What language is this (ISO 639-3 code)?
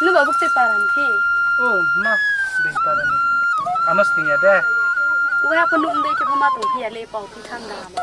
ria